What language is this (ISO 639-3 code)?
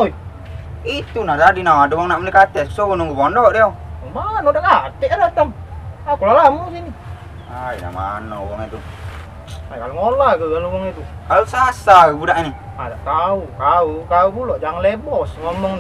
mui